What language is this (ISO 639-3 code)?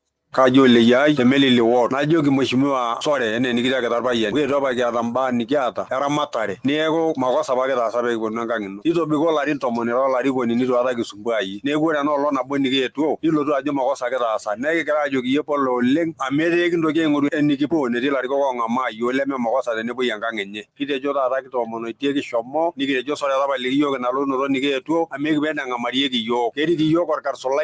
mas